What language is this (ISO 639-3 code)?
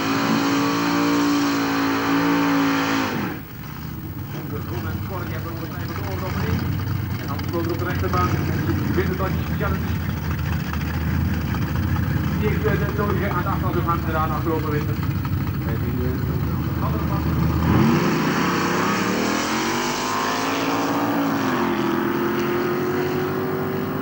nld